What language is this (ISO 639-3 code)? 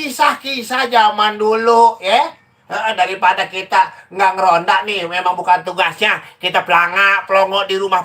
bew